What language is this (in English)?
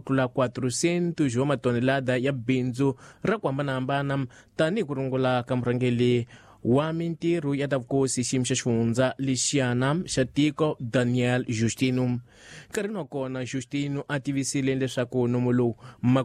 Tsonga